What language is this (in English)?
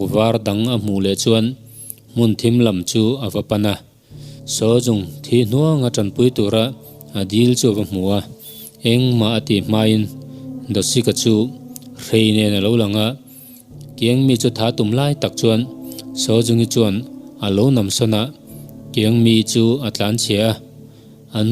Mizo